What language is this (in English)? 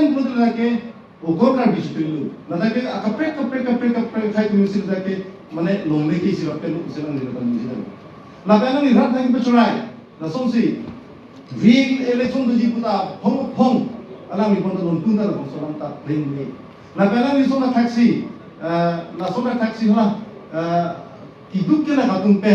Karbi